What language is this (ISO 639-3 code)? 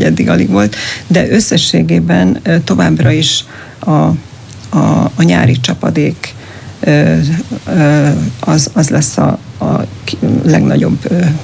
hun